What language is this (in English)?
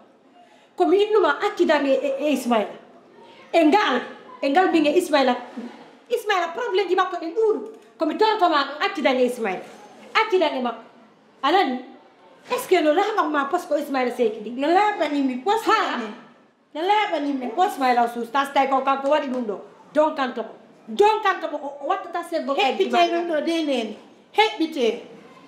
Fula